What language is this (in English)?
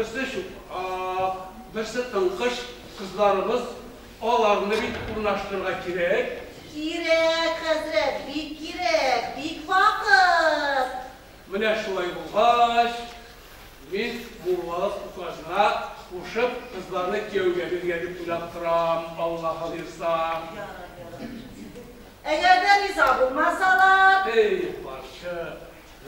Tatar